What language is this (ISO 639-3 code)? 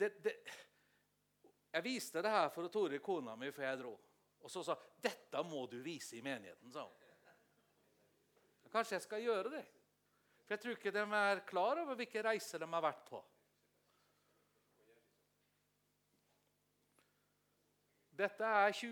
nor